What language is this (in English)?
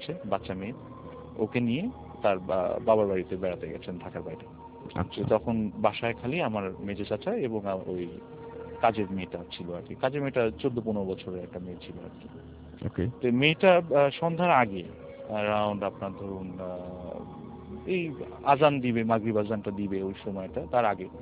Bangla